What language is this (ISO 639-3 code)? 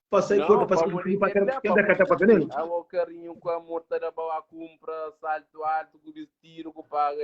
kea